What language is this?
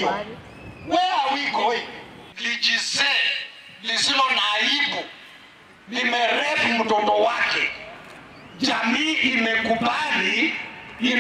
Meru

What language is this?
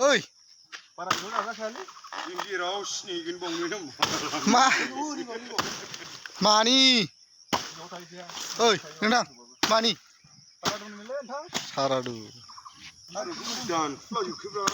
Bodo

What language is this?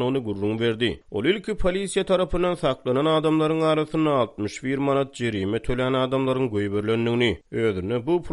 Turkmen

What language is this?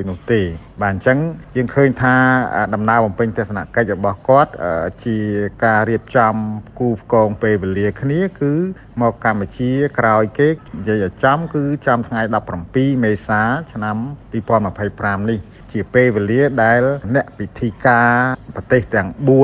Khmer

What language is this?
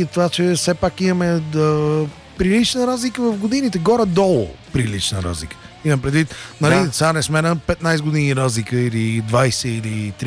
Bulgarian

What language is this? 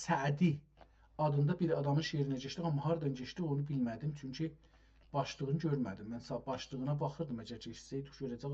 South Azerbaijani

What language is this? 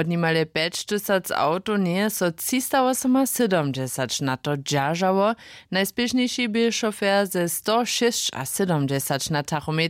Upper Sorbian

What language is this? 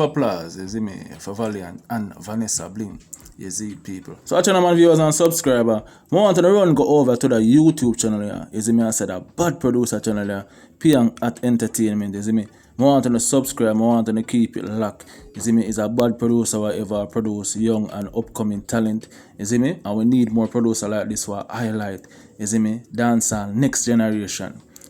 Jamaican Creole English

